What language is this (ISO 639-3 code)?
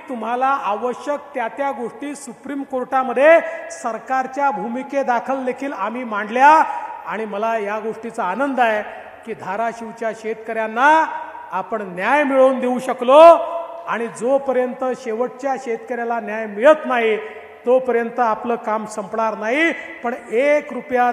mar